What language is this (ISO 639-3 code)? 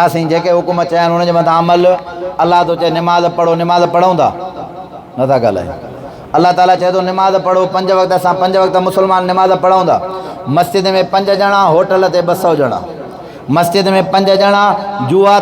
snd